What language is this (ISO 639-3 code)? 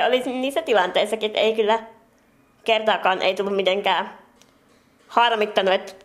fin